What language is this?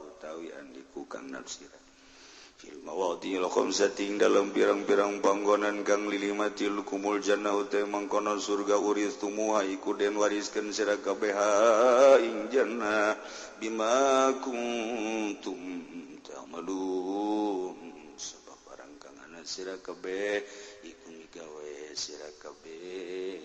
Sundanese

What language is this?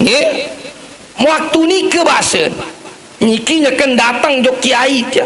Sasak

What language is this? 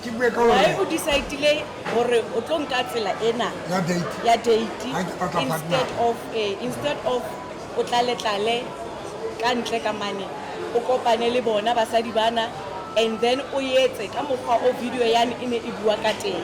Southern Sotho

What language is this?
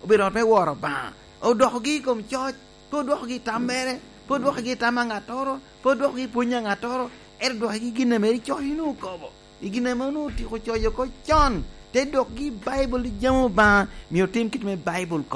Lango (Uganda)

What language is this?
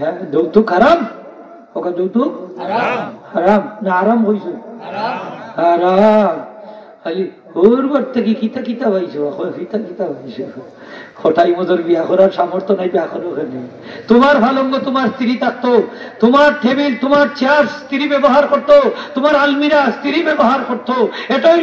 Sylheti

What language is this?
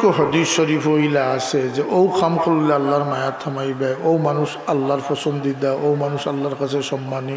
Sylheti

